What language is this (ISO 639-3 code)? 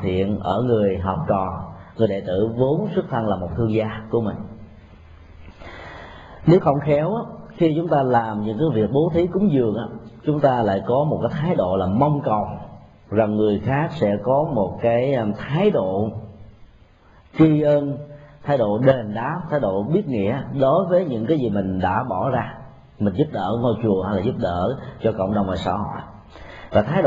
vie